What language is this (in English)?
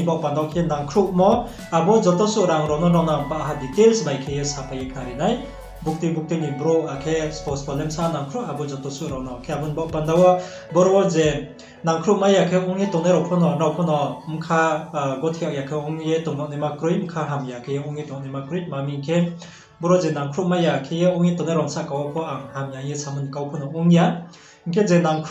Riang (India)